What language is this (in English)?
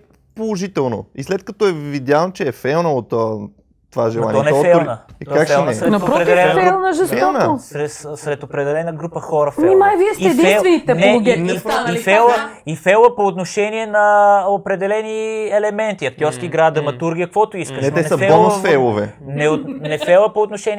Bulgarian